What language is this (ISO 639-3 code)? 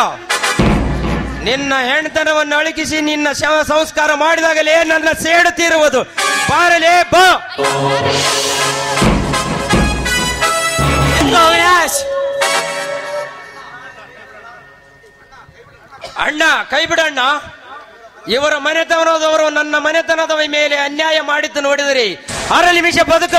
kan